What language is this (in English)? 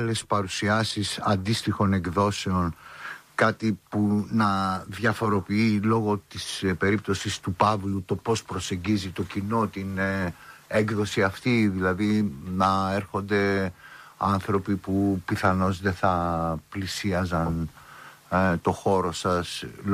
Greek